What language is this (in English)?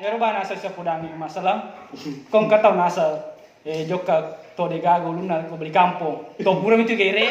Buginese